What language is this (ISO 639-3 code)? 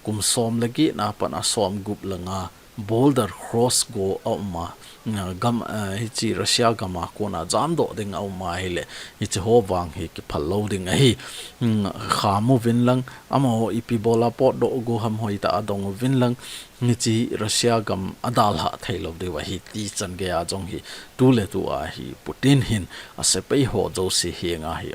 tcz